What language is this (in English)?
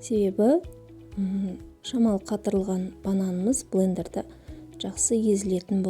Kazakh